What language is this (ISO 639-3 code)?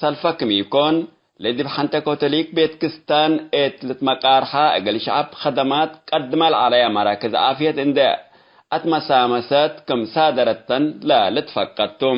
tig